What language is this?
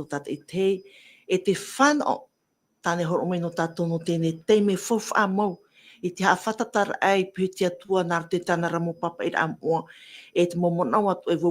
Tahitian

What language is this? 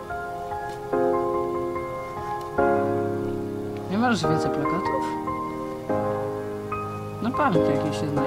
Polish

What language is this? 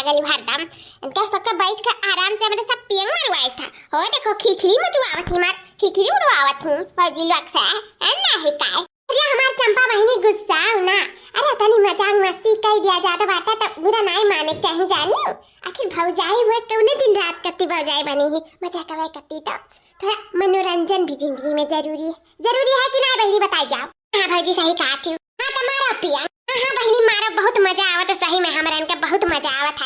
Awadhi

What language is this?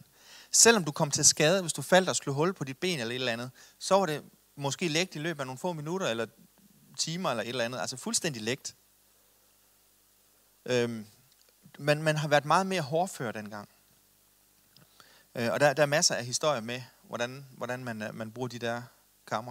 Danish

